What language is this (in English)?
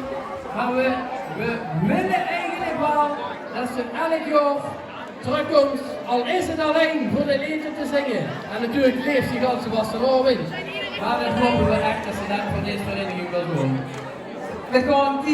Limburgish